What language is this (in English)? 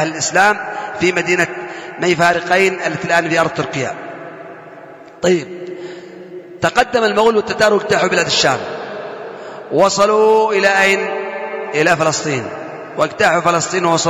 Arabic